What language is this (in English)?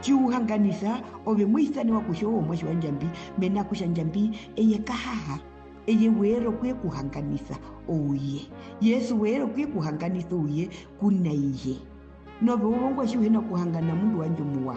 Herero